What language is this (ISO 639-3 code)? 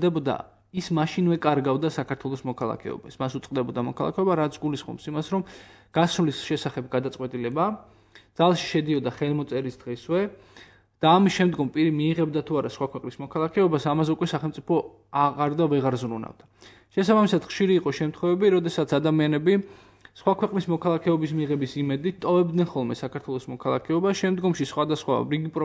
kat